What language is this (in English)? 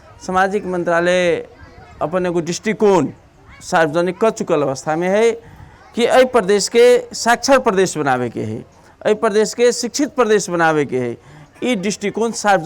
Maithili